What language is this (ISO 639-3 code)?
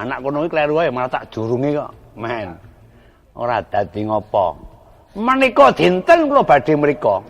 jav